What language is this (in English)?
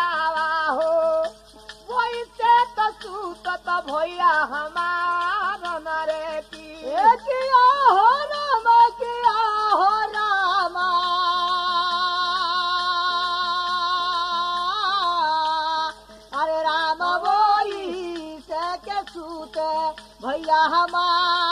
Bhojpuri